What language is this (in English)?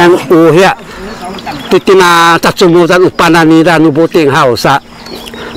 Sakizaya